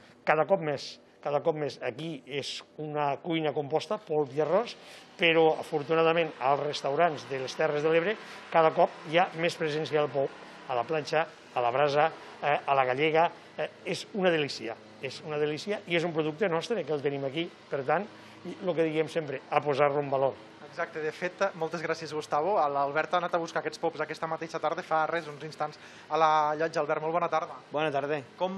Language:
Catalan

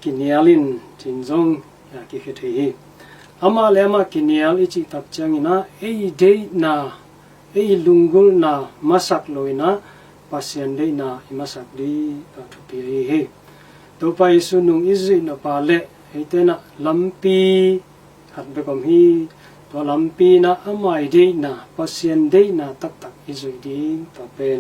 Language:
Tedim Chin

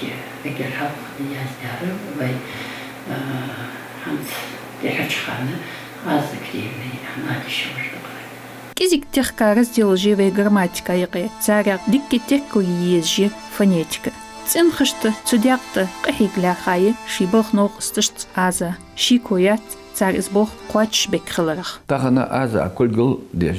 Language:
Ingush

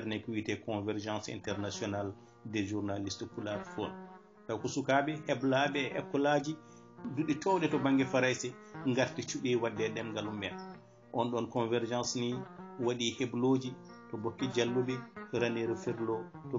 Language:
Fula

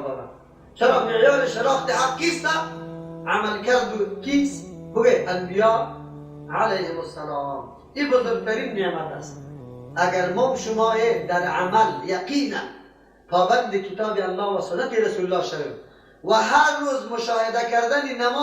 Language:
Persian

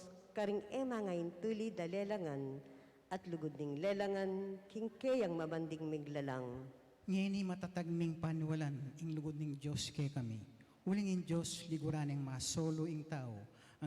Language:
Pampanga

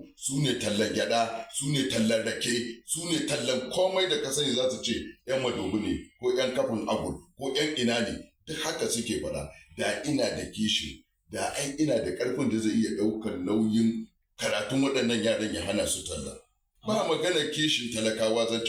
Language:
Hausa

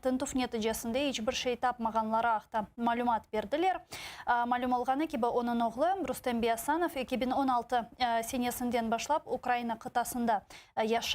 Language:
Crimean Tatar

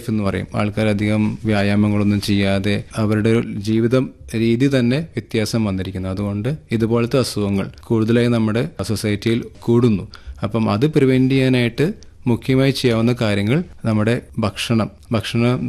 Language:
Malayalam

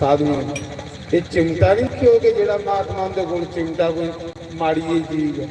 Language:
Dogri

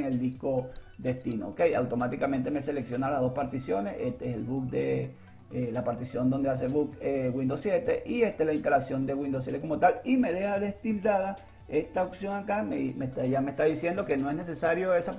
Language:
Spanish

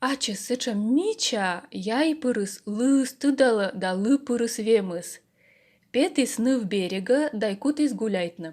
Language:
Komi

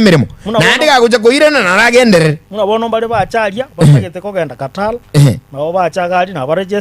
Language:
Gusii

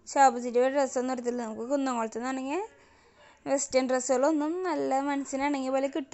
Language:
Malayalam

